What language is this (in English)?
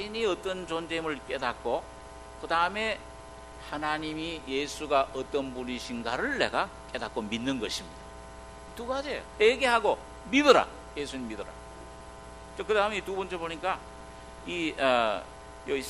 Korean